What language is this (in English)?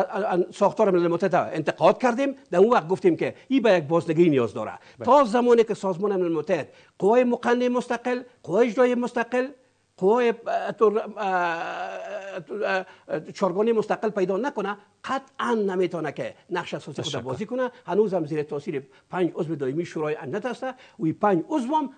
Persian